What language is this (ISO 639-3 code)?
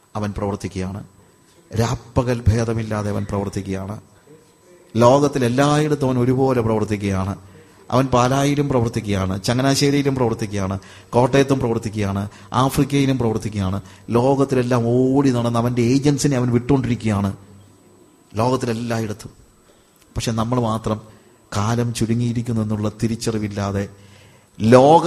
mal